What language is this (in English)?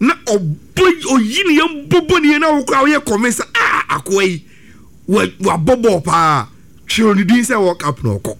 Akan